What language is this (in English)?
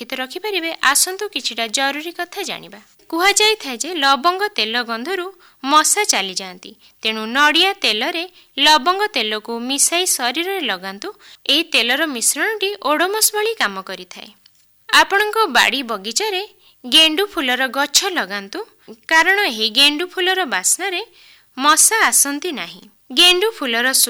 Odia